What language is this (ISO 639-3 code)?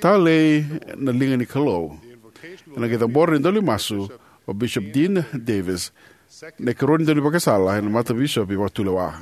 fij